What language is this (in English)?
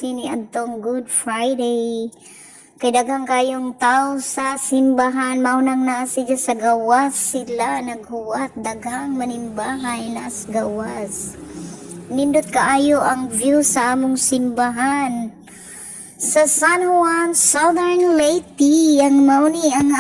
Cebuano